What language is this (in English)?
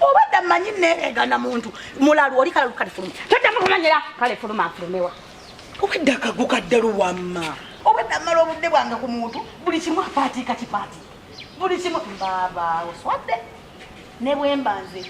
Ganda